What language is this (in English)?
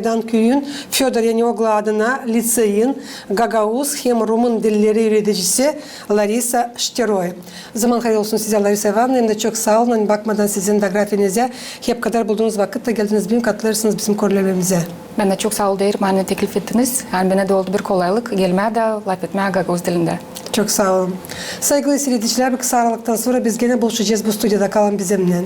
Gagauz